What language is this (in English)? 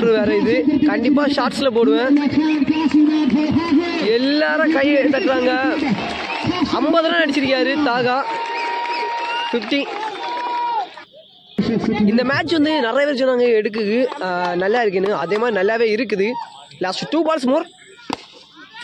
Tamil